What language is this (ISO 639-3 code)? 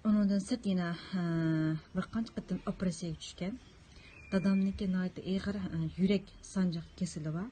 uig